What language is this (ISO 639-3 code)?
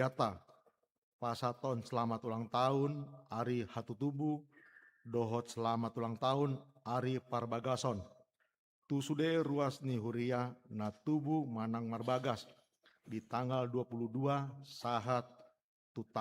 bbc